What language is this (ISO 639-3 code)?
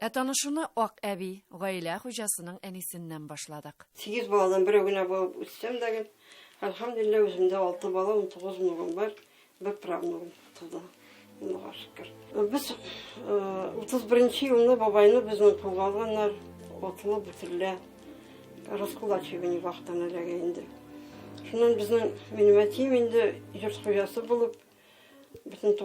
tat